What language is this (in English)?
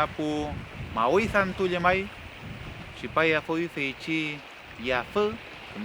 Mapuche